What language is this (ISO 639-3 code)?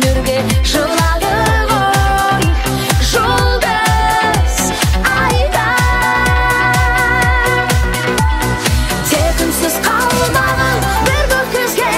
kaz